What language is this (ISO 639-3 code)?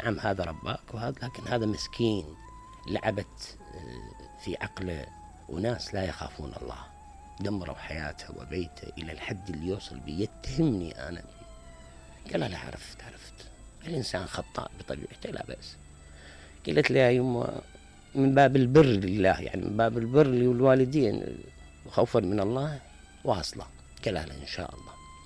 acm